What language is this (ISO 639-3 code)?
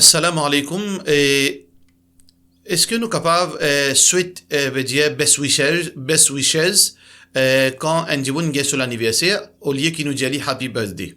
mfe